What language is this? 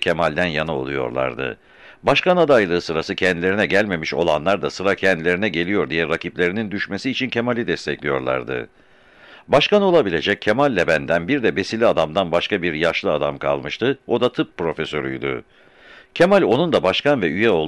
Turkish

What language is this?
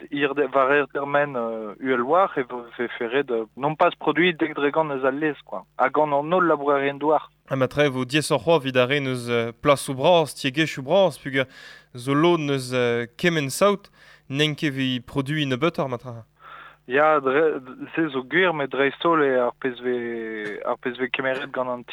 Breton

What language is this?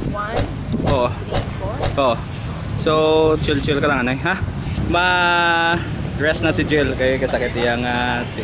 Hiligaynon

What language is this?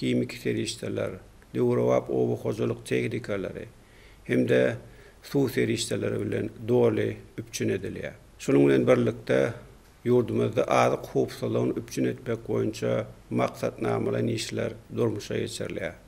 Turkmen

